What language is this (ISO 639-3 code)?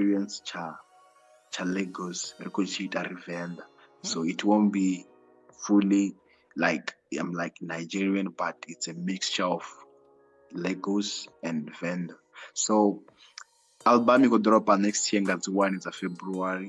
ven